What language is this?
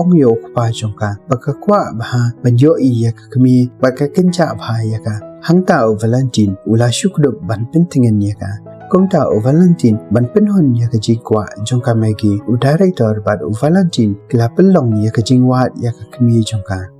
Khasi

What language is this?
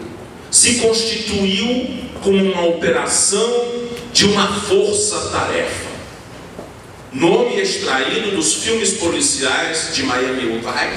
Portuguese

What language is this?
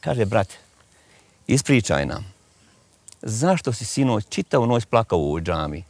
Bosnian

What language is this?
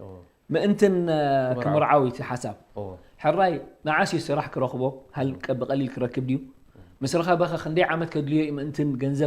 Tigrinya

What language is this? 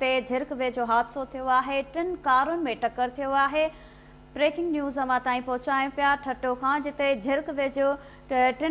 Sindhi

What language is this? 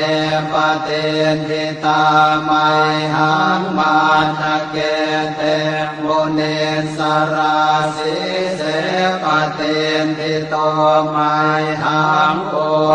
Pali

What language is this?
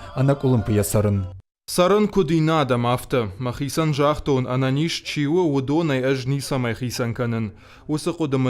Ossetic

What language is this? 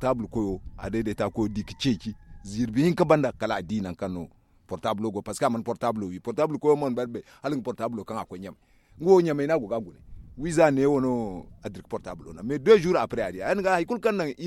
Zarma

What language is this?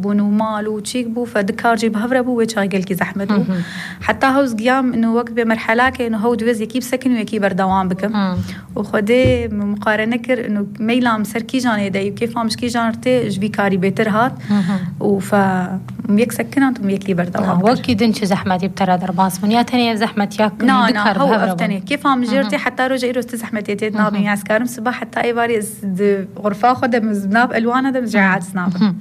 Kurdish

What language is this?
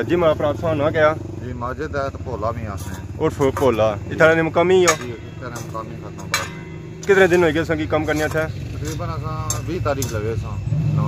Pahari-Potwari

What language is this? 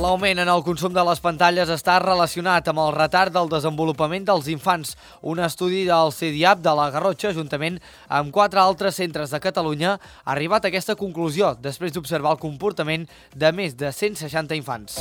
Catalan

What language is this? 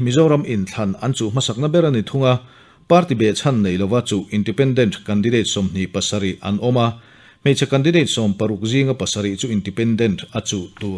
Mizo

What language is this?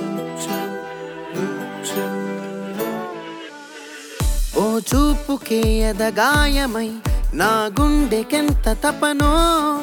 Telugu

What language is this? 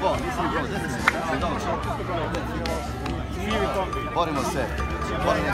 Serbian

